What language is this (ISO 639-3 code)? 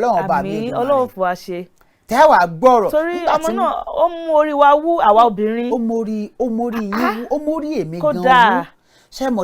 yor